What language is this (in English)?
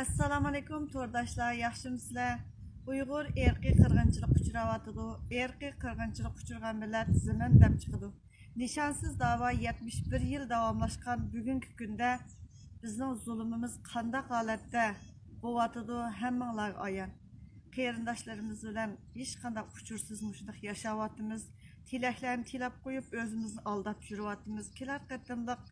Uyghur